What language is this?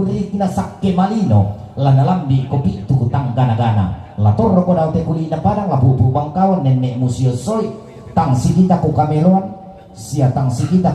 Toraja-Sa'dan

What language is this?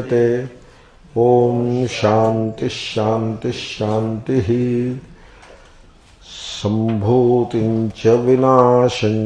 Telugu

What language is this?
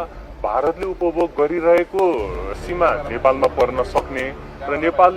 Nepali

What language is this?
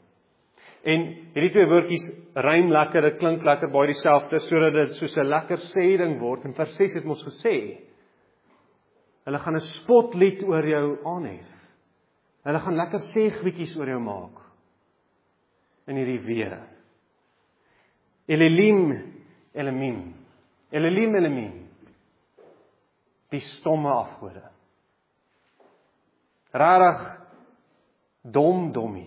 Afrikaans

